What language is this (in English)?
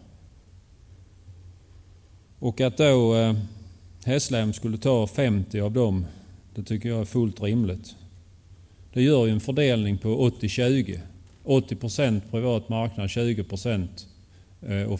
Swedish